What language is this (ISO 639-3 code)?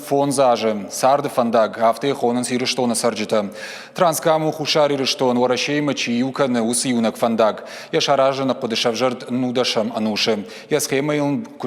oss